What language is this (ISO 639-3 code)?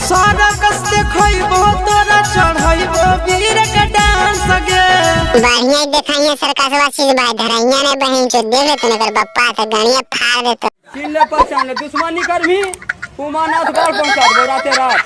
mag